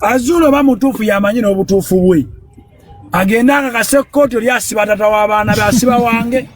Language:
Ganda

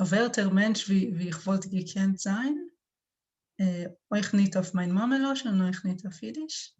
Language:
Yiddish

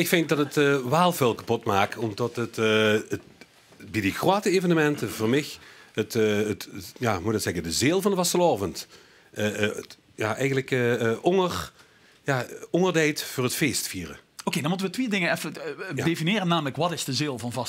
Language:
Limburgish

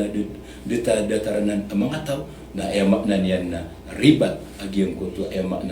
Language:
Maranao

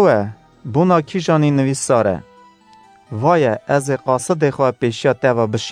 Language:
Kurdish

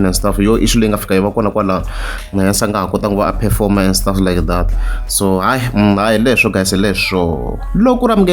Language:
Tsonga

